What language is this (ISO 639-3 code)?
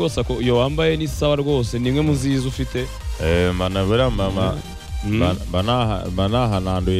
kin